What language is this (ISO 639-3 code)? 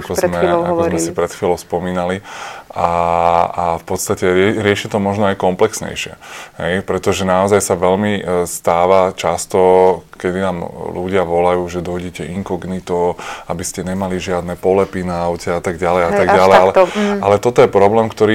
slk